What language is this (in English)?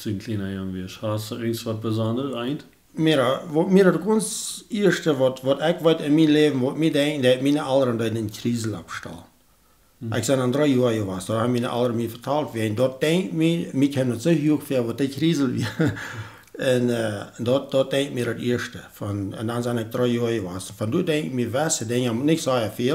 Plautdietsch